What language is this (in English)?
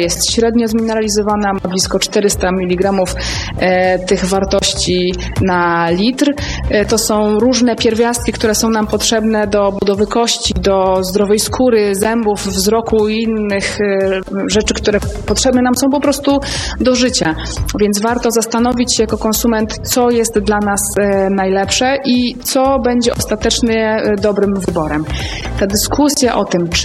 Polish